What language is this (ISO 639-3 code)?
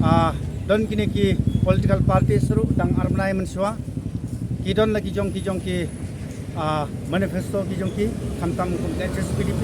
kha